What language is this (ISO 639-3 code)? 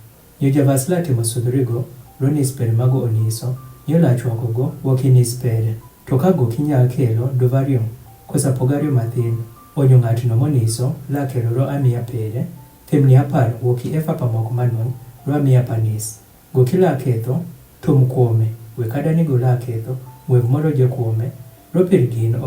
adh